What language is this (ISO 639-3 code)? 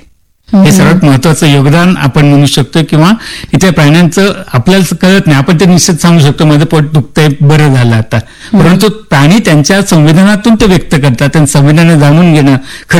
mar